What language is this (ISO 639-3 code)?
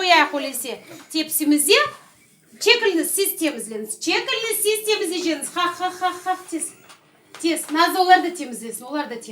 crh